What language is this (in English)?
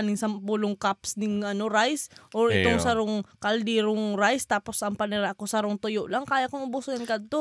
Bikol